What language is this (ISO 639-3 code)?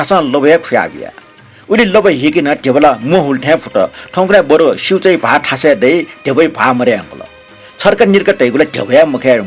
new